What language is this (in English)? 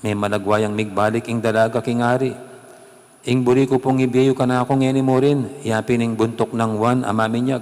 Pampanga